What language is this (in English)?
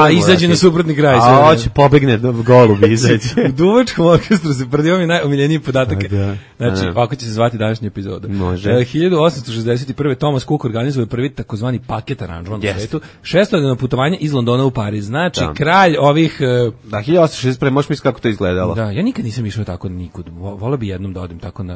Serbian